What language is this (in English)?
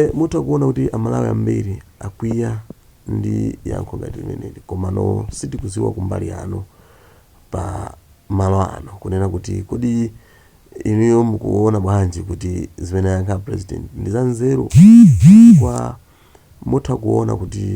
Nyanja